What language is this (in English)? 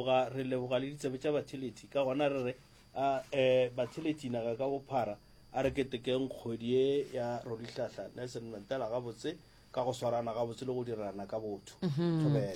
Northern Sotho